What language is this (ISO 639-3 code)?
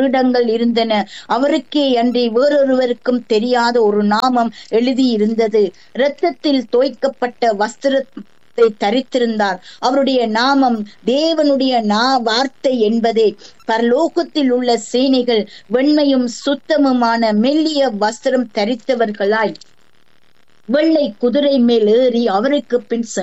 tam